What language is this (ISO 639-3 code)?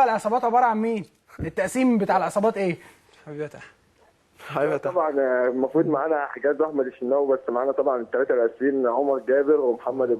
arz